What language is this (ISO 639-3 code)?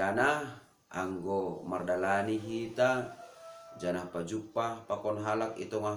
bts